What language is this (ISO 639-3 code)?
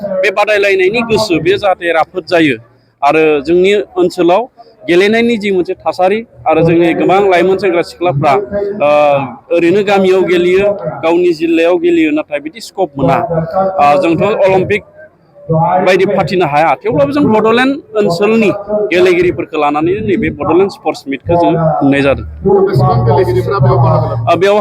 brx